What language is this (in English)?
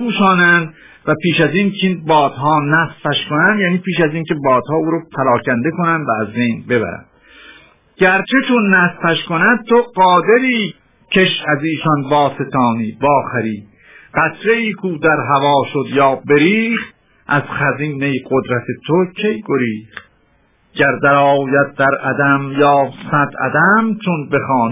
Persian